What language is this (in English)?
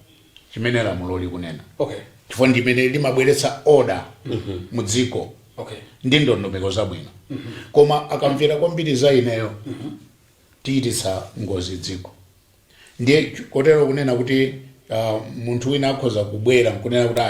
Nyanja